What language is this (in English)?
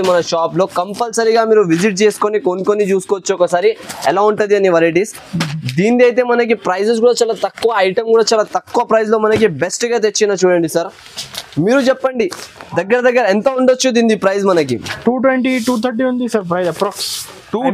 Telugu